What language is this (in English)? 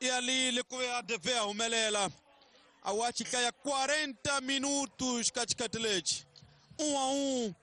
Tsonga